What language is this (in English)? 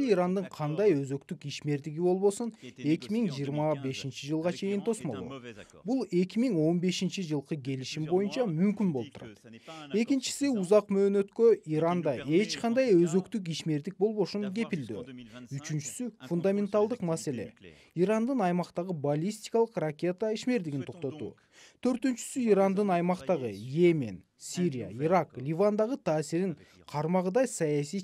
Kyrgyz